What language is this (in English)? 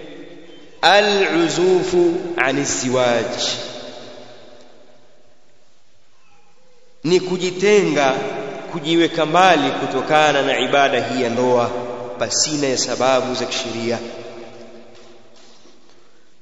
Swahili